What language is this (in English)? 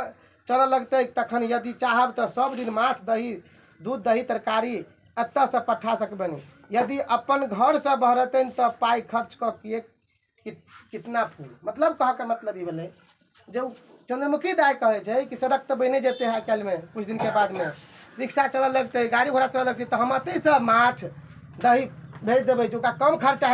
Maithili